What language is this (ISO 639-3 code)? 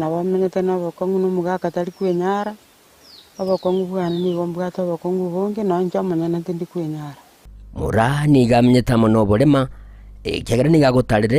guz